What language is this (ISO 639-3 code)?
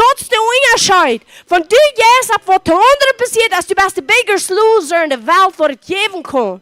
pdt